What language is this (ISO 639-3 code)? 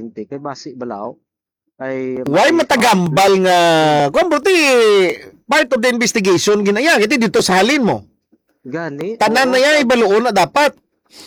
hil